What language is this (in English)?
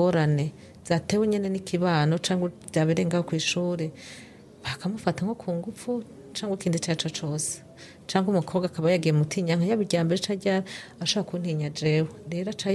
Rundi